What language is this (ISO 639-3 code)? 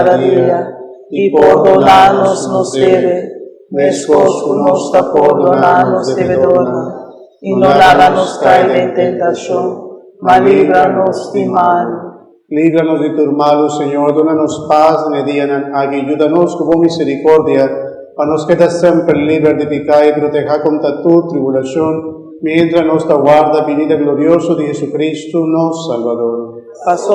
pap